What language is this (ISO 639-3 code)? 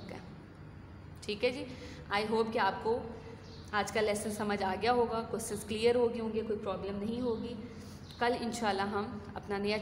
hin